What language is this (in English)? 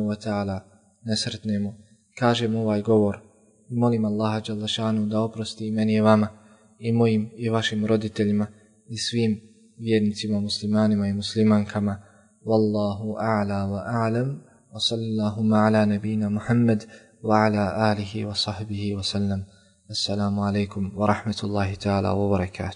Bosnian